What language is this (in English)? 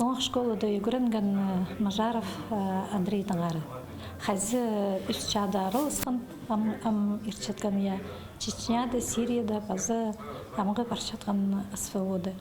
Khakas